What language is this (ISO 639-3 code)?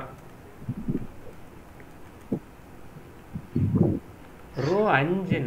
tam